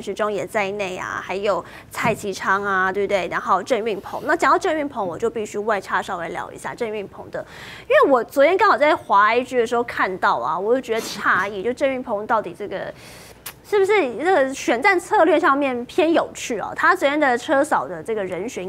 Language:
Chinese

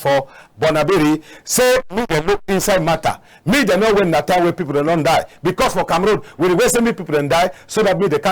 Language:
Cameroon Pidgin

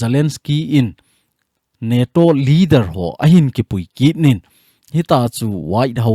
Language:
Thado Chin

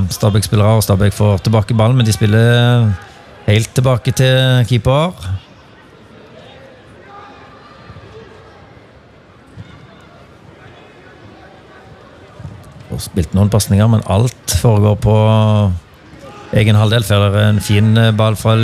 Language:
Norwegian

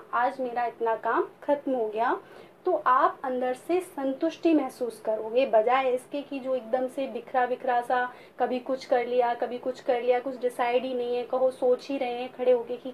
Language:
Hindi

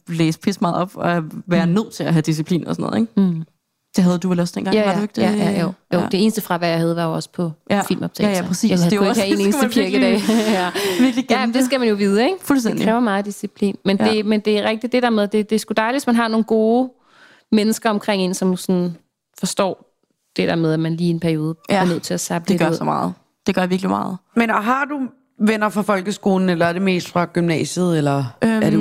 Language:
Danish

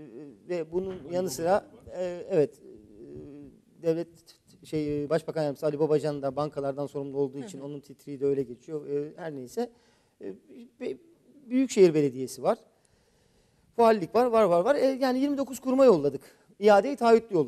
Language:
Turkish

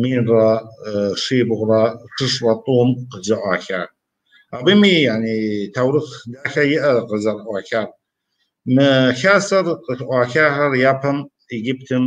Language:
Kabardian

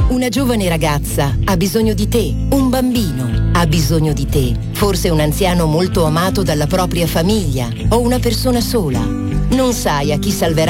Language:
Italian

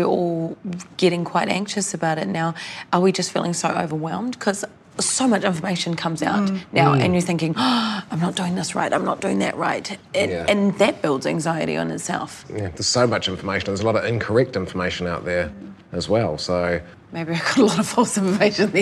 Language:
English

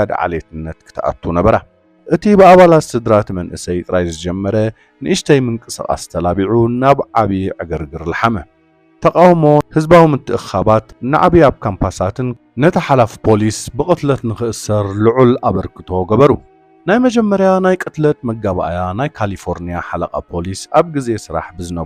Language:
Tigrinya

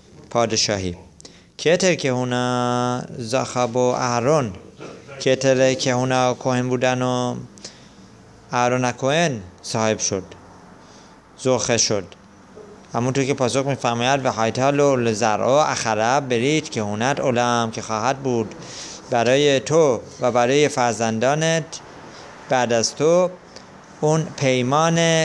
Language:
Persian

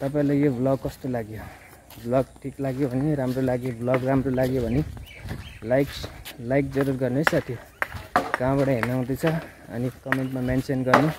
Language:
Nepali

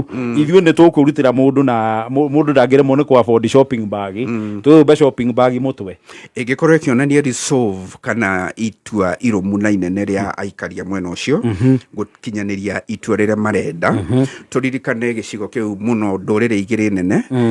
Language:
Kikuyu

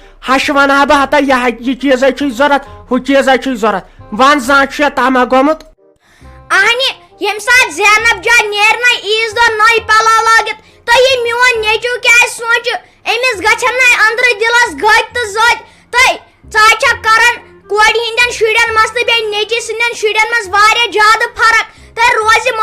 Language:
Kashmiri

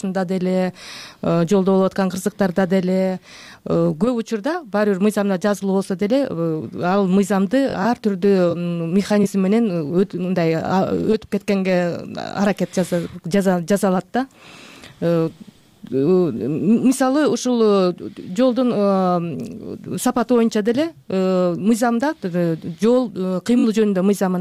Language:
Kyrgyz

